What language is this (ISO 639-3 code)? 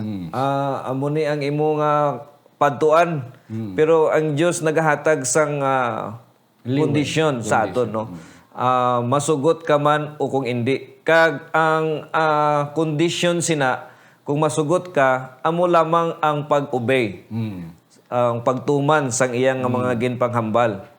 hil